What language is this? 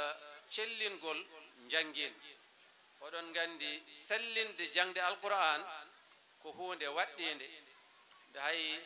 Fula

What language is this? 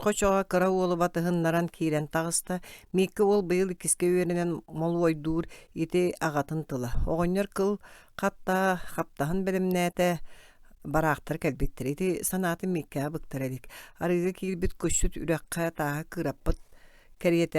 Yakut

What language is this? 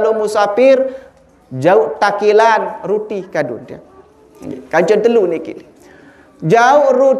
Sasak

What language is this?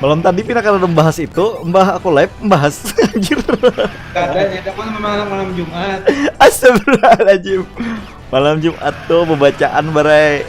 Banjar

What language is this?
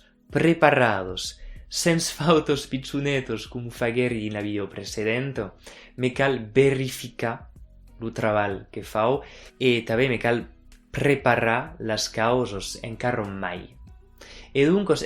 Occitan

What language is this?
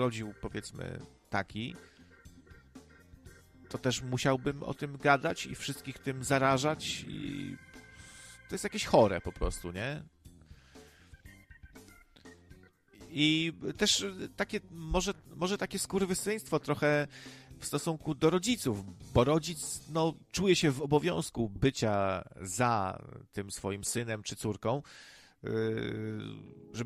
Polish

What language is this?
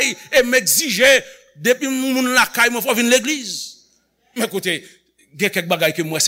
Haitian Creole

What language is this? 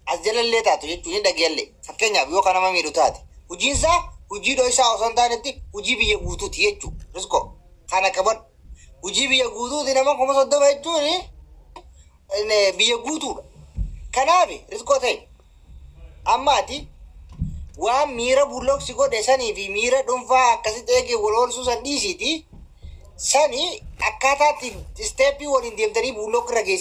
Oromo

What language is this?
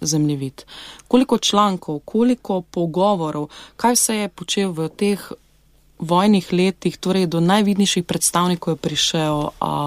Slovenian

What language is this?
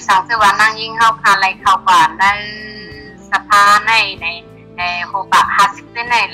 Shan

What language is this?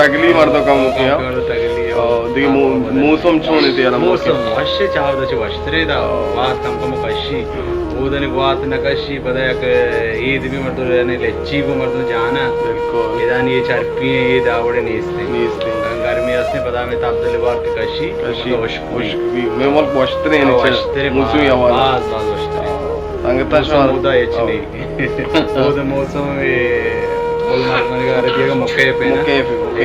Baluchi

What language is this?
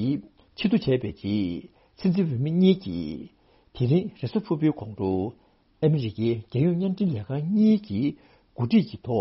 Tibetan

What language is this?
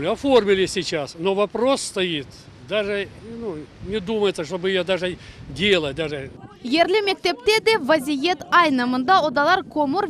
Crimean Tatar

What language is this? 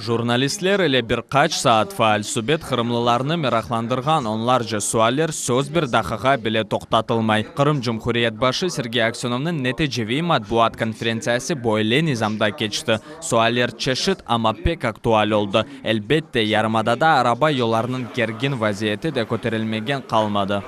Crimean Tatar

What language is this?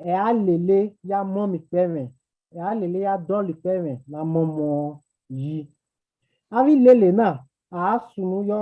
Bini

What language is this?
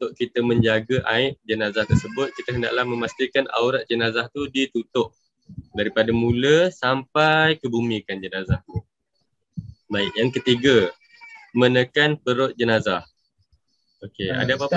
Malay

